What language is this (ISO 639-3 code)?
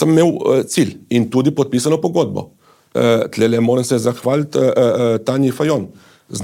slv